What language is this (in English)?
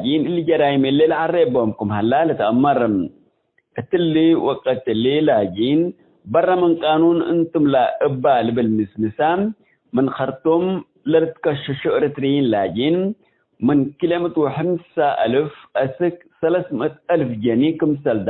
Tigre